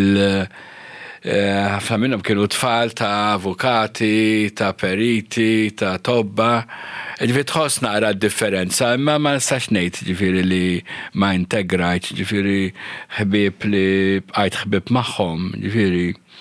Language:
Maltese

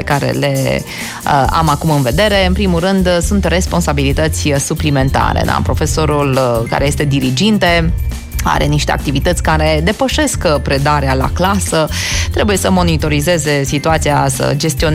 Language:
Romanian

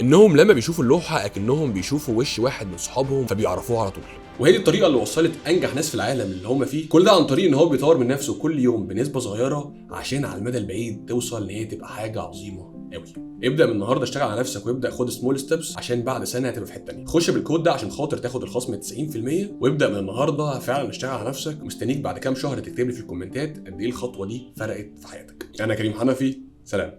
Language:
Egyptian Arabic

